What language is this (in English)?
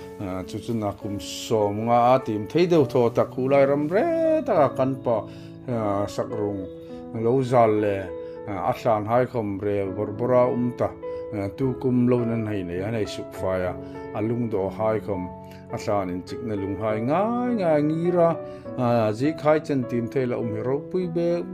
Hmar